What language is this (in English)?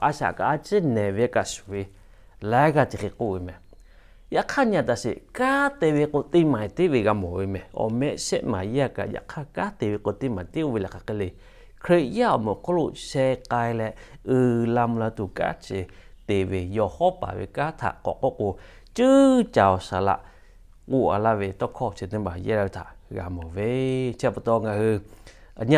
Lahu